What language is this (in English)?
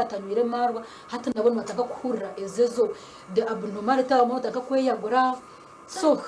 Nyankole